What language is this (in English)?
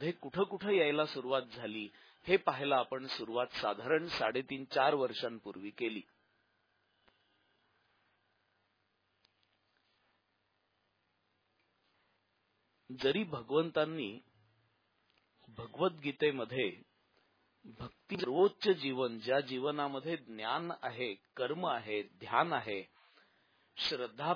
Marathi